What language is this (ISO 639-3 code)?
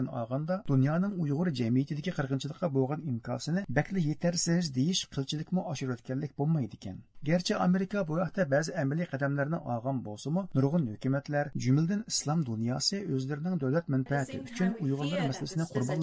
uig